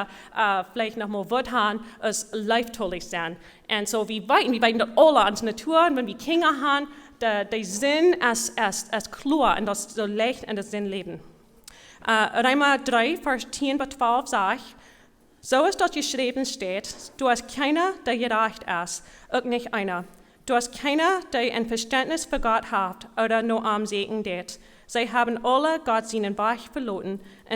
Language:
Plautdietsch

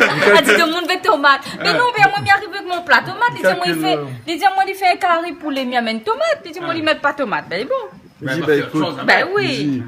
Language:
Réunion Creole French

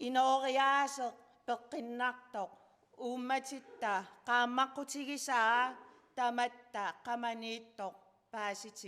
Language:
Kalaallisut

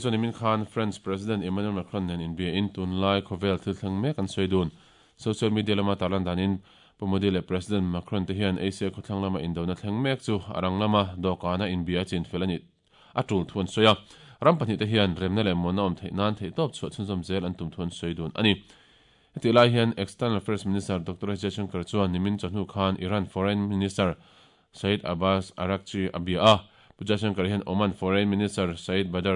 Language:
Mizo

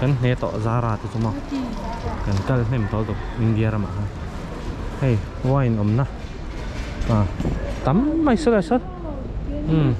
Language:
Mizo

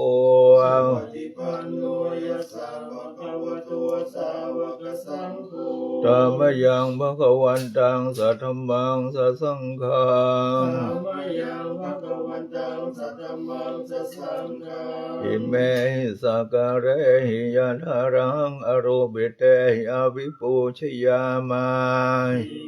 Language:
Pali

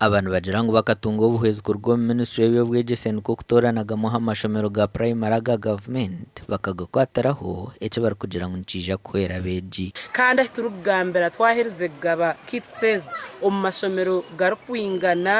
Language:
Nyankole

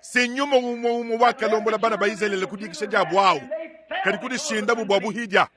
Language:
Luba-Lulua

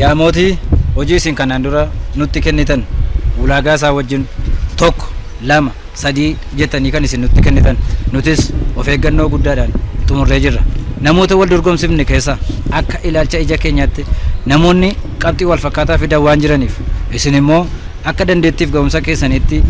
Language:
Oromo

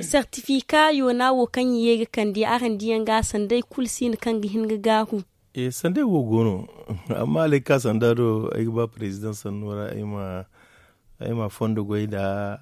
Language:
Zarma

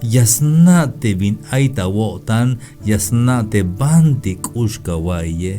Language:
Tzeltal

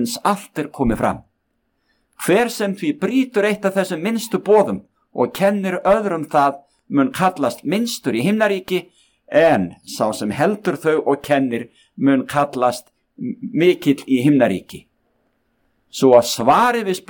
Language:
Icelandic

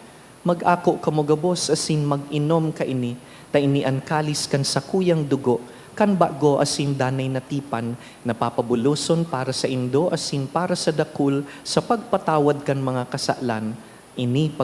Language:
Bikol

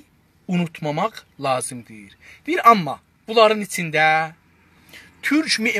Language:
South Azerbaijani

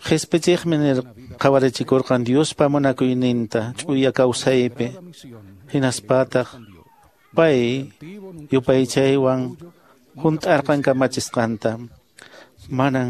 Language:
Quechua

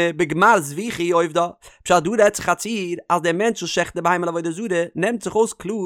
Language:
Yiddish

